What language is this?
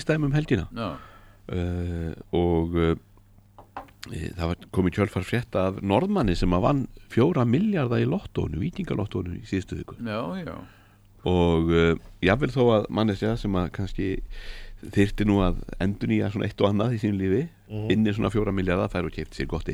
Icelandic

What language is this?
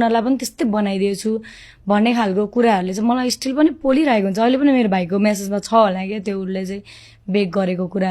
Nepali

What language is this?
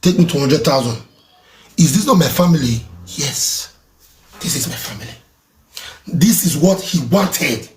Nigerian Pidgin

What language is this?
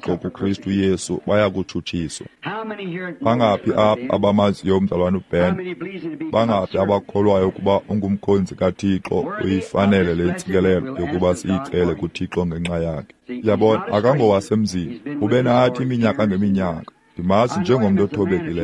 Xhosa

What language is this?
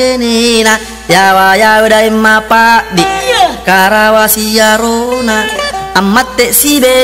Buginese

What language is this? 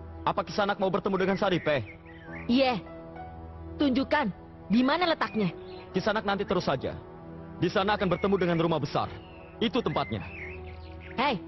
Indonesian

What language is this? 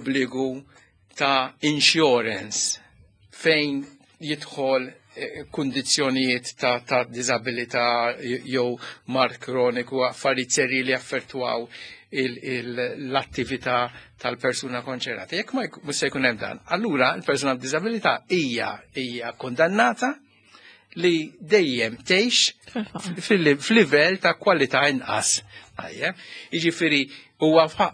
Maltese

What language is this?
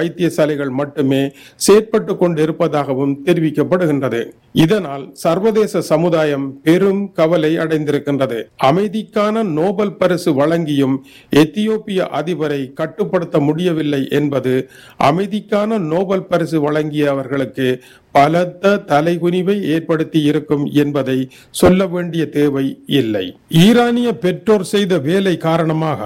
Tamil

